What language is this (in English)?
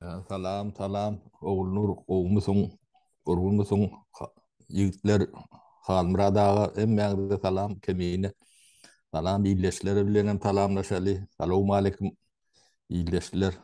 Turkmen